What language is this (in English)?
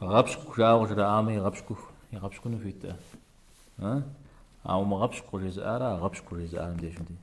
Kabardian